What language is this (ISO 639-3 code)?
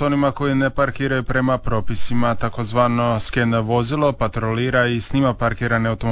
hrv